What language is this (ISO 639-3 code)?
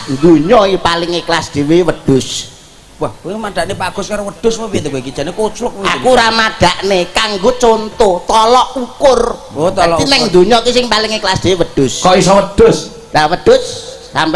jav